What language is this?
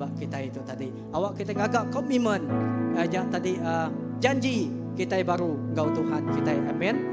Iban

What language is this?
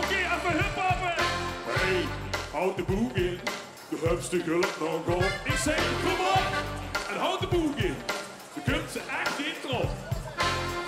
Limburgish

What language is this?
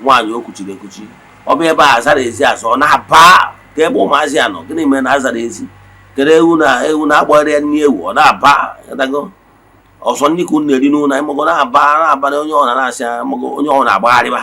Igbo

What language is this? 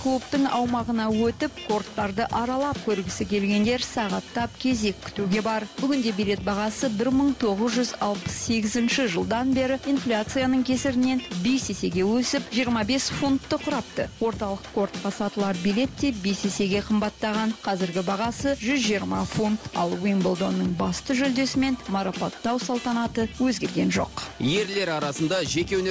Kazakh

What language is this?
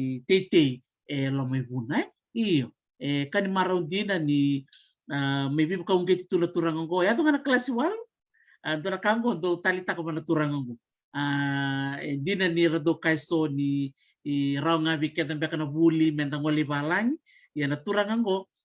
Fijian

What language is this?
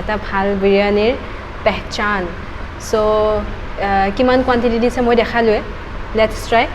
Assamese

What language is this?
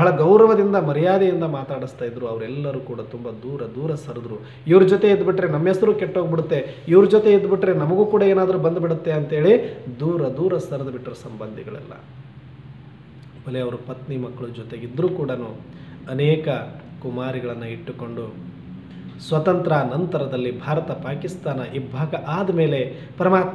Kannada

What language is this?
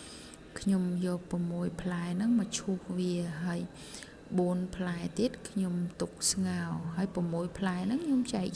Khmer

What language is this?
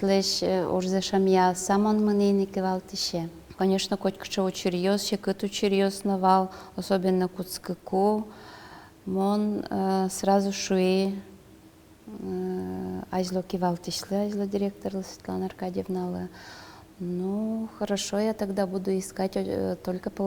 Udmurt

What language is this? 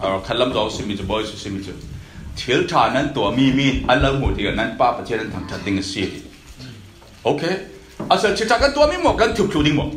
Falam Chin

